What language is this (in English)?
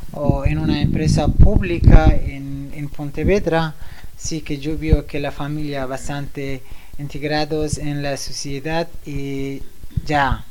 Spanish